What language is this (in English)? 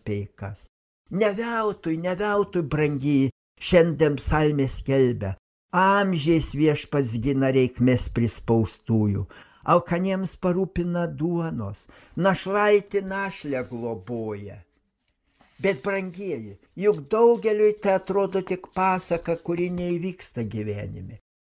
Lithuanian